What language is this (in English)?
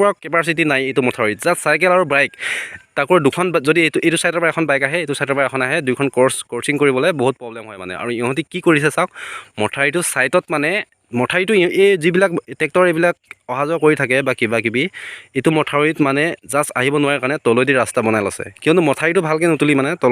Assamese